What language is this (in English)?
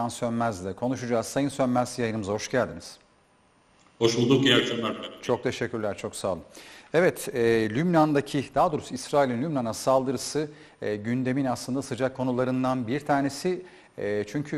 Turkish